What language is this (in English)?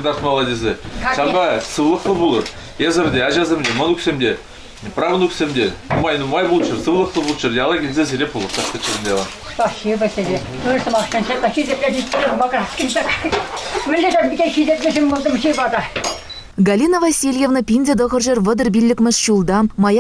Chuvash